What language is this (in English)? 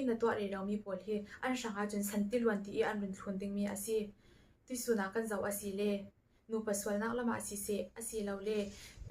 Falam Chin